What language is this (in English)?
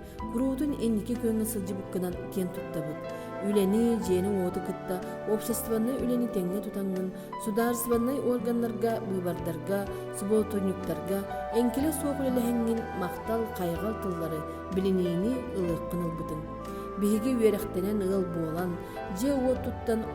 Yakut